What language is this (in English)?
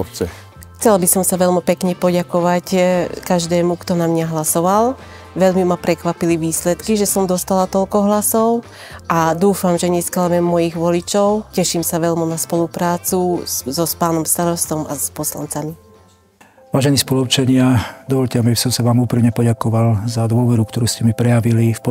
Slovak